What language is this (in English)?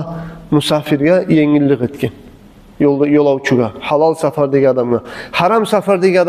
Kumyk